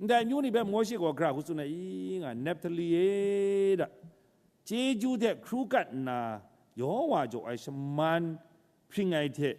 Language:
Kachin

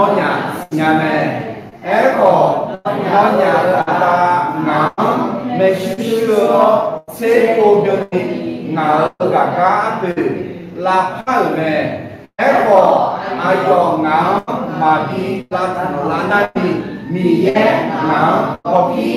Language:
Akha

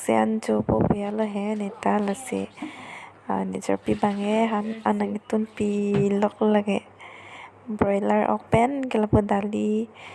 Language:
Karbi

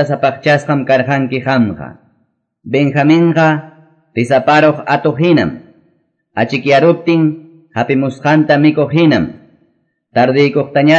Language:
Quechua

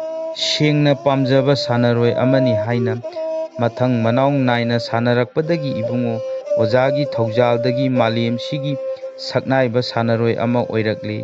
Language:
Manipuri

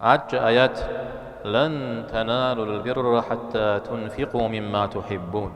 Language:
Kabardian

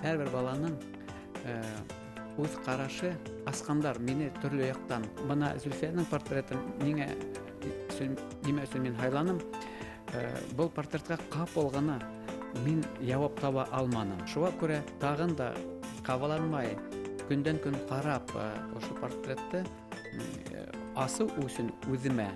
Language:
Bashkir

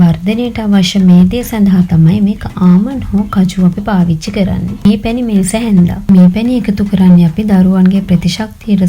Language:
Sinhala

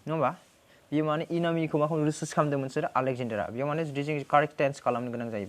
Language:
Bodo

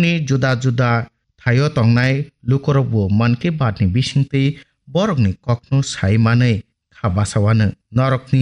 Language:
Kok Borok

